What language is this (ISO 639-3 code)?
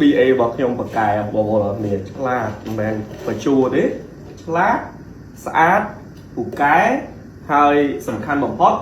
khm